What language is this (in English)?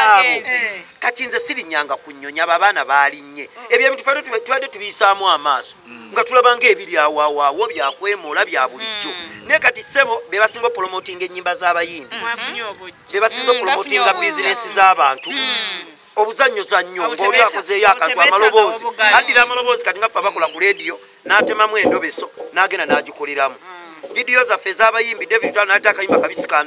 Ganda